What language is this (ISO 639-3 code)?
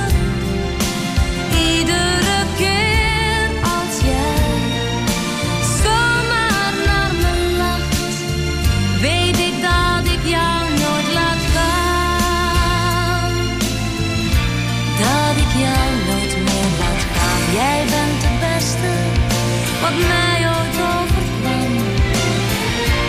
nld